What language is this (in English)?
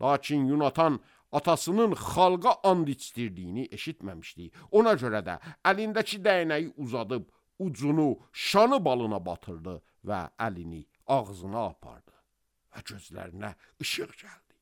Azerbaijani